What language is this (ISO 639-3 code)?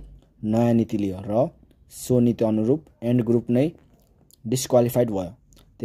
nep